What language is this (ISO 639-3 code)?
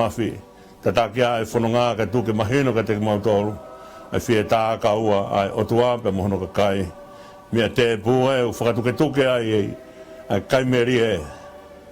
ton